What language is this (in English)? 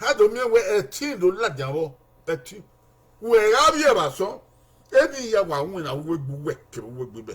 Bini